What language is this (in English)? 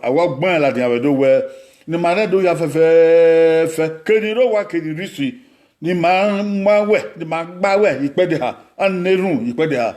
Bini